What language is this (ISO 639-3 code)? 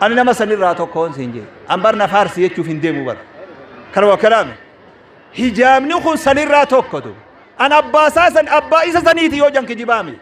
orm